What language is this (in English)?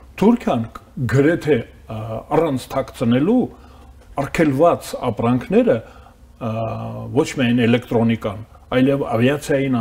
Armenian